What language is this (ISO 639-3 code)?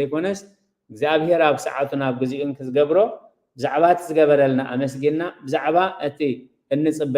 tir